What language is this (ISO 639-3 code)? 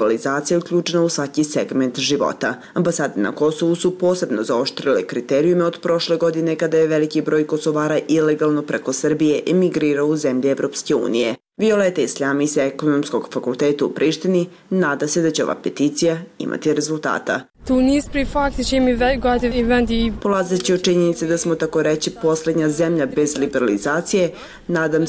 bos